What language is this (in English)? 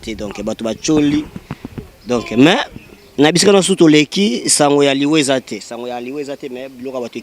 Lingala